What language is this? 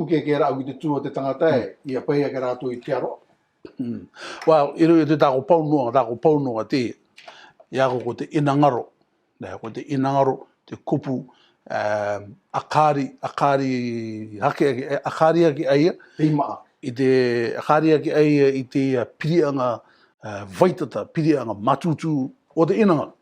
Rarotongan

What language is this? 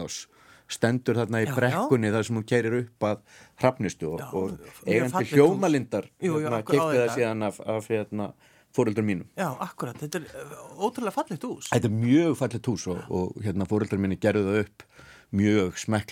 Icelandic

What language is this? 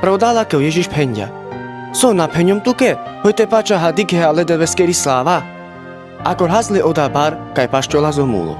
Carpathian Romani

